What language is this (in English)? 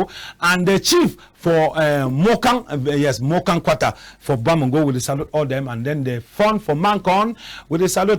Cameroon Pidgin